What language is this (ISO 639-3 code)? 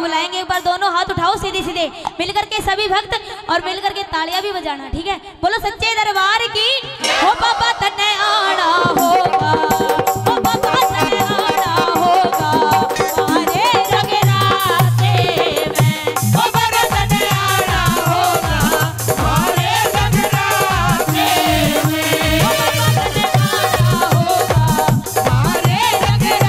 hin